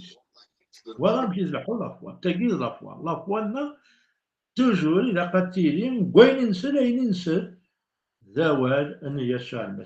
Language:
Kabyle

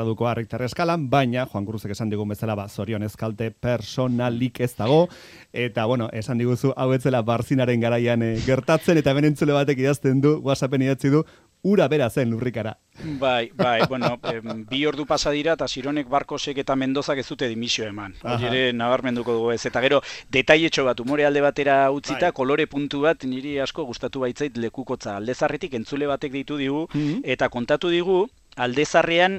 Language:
Basque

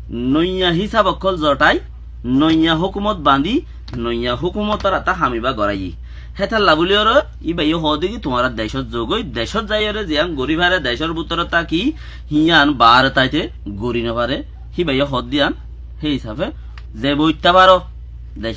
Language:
Rohingya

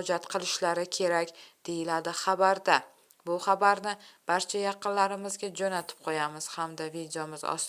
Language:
Uzbek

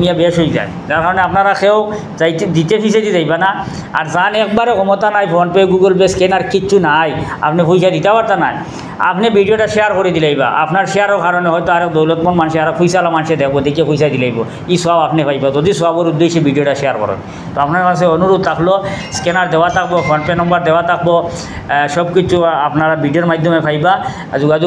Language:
Sylheti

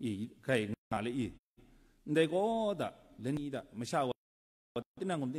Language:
Kachin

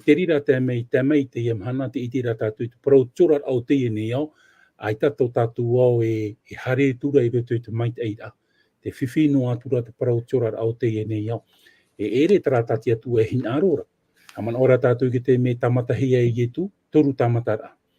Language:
Tahitian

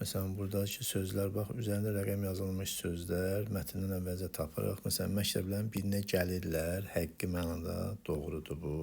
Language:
Azerbaijani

